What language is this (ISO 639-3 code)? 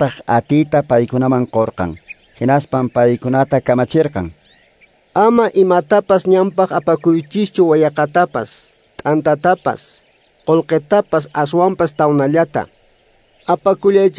que